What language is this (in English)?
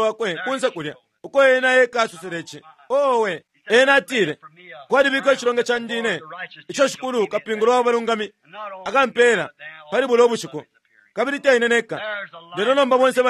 Bemba